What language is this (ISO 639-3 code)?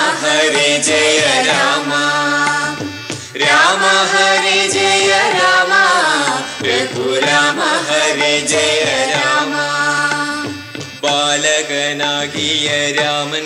mal